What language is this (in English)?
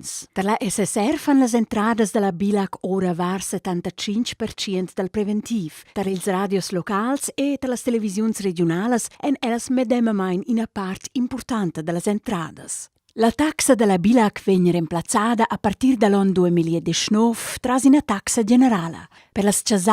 Romansh